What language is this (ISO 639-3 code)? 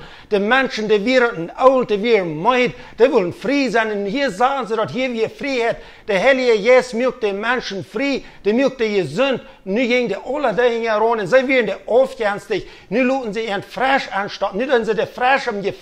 pdt